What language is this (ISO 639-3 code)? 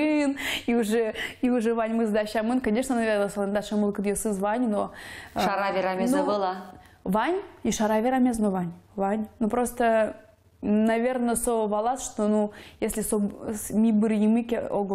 udm